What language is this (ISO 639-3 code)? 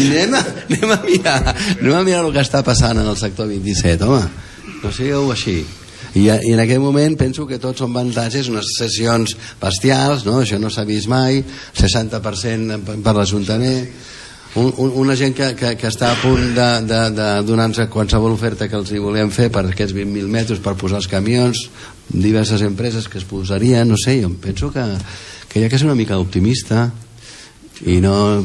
cat